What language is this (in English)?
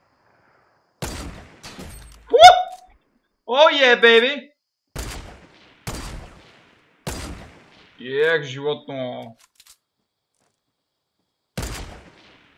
Bulgarian